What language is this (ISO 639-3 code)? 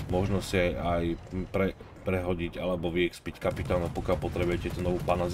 slk